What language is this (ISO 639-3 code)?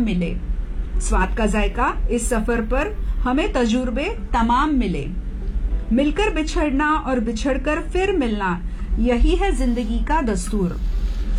hin